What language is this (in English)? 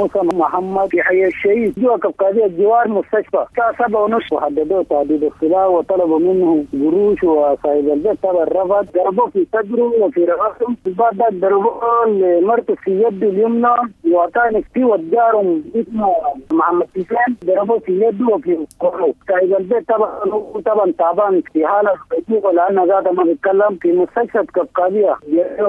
Sudanese Arabic